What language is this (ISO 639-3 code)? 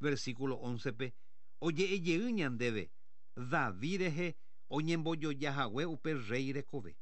grn